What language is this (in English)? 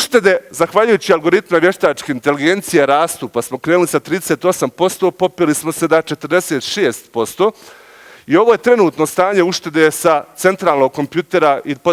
Bosnian